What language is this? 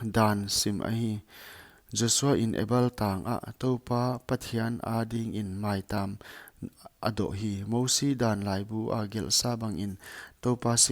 Paite Chin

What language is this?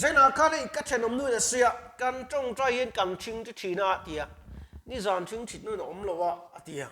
Mizo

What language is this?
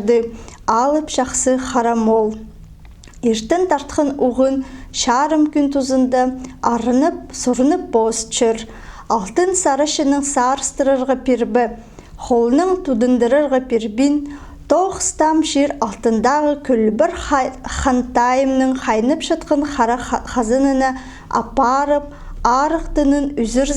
Khakas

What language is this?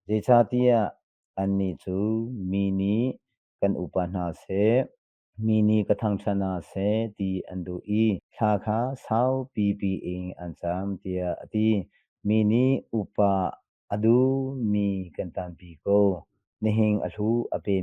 Hakha Chin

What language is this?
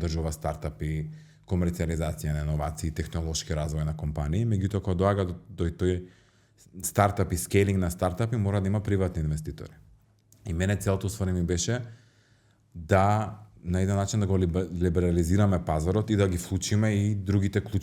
Macedonian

